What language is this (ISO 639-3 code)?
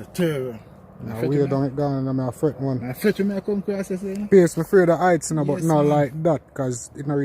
jam